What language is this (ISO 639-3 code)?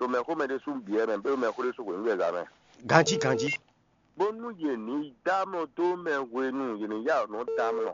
fon